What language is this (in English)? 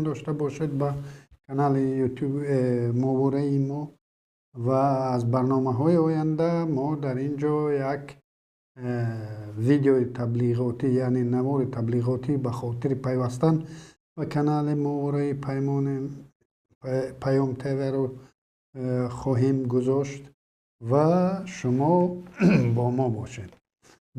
Tajik